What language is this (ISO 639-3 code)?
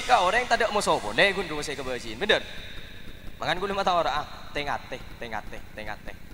mad